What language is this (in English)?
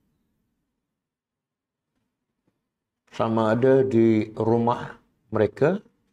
Malay